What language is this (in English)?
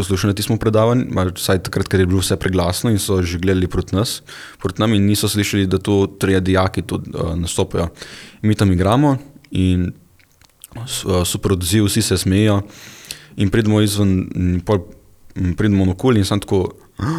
Slovenian